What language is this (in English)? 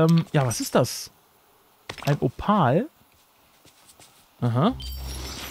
German